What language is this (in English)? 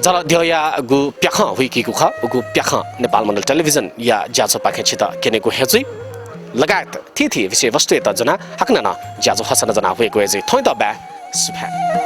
Newari